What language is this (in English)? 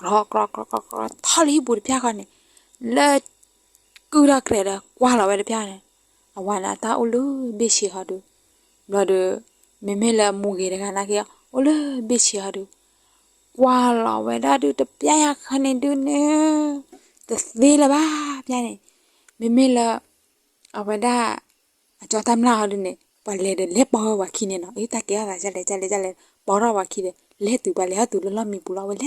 S'gaw Karen